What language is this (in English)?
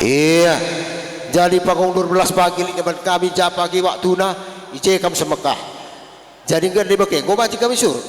Batak Karo